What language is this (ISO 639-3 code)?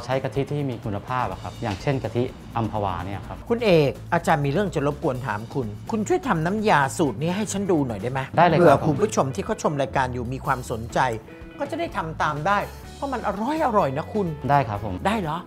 tha